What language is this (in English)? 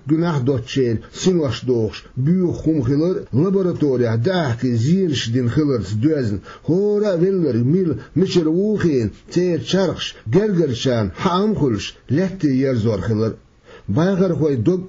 Chechen